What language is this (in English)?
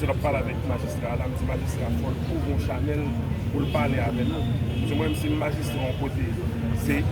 Haitian Creole